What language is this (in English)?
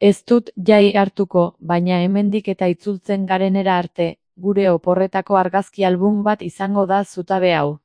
Basque